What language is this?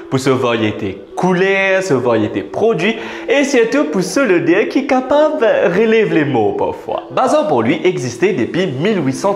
Morisyen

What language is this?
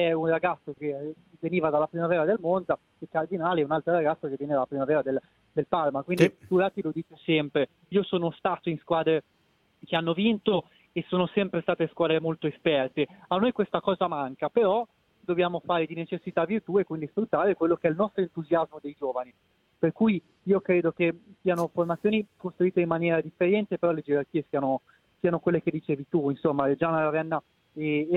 Italian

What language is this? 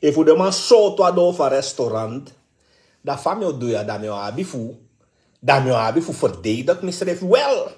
Sranan Tongo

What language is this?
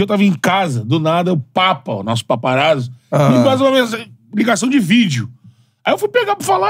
Portuguese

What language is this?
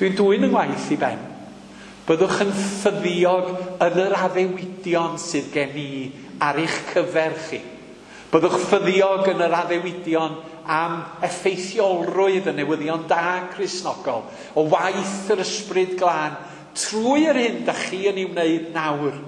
Welsh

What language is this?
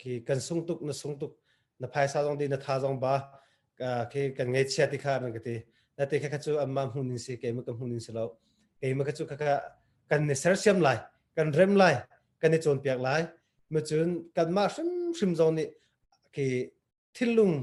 Hakha Chin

